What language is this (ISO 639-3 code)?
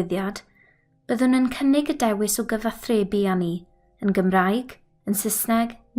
cym